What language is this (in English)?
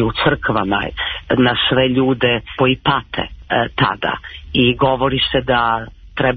Serbian